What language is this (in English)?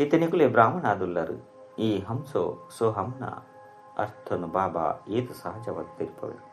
Tulu